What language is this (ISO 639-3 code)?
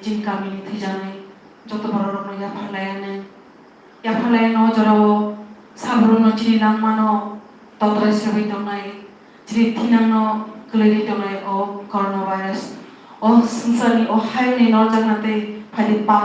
trp